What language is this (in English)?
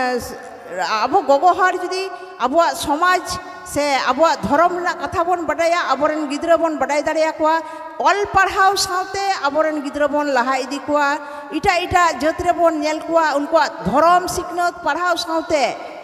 Santali